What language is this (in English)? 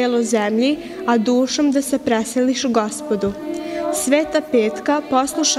Serbian